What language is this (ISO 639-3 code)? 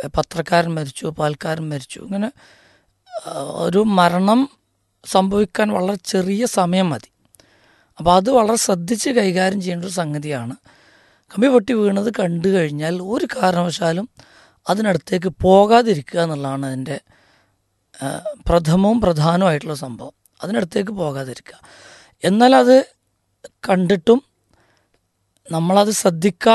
mal